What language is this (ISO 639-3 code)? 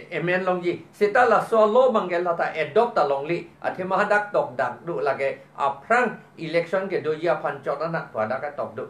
mjw